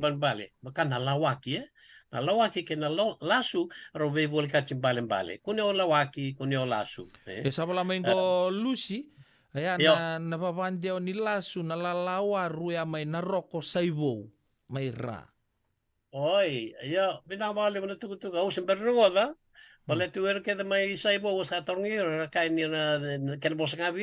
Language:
Fijian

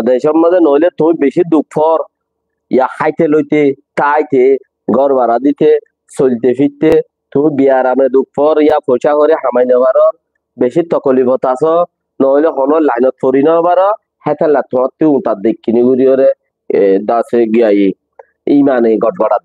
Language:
Rohingya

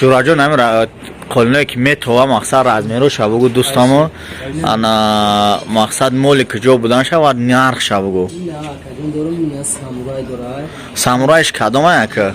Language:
Tajik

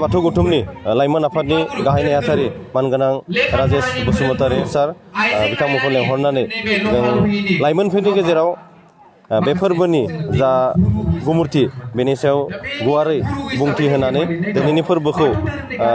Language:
Bodo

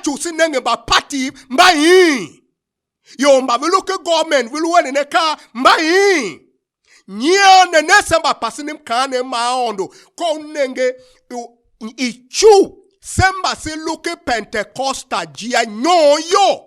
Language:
Tiv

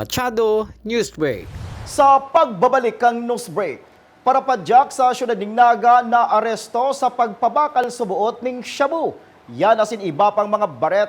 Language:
Bikol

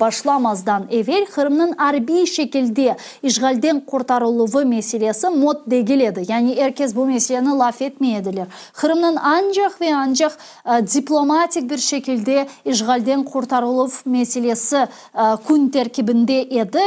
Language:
Crimean Tatar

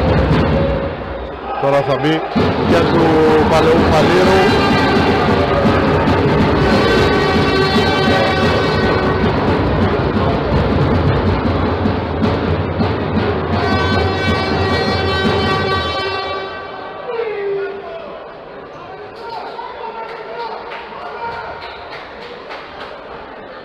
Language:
Greek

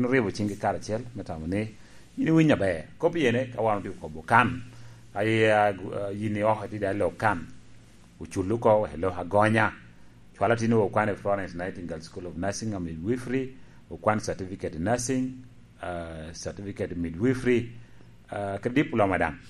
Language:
Lango (Uganda)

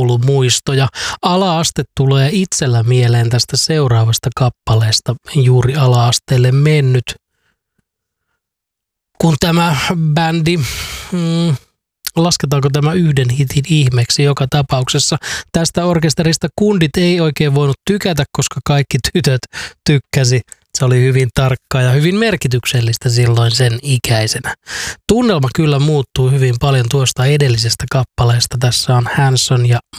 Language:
Finnish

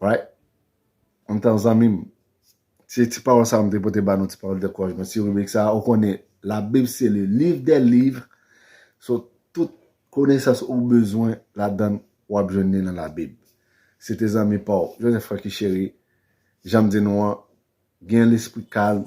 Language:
Haitian Creole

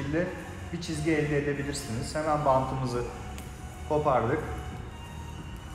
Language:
Turkish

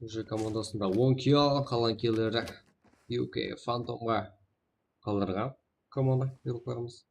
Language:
Kara-Kalpak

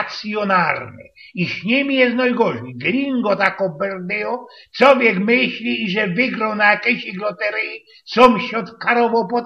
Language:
Silesian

